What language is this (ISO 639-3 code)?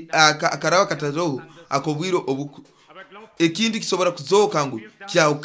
nyo